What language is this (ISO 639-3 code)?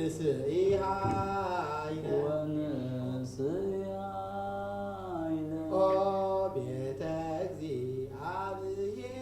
gez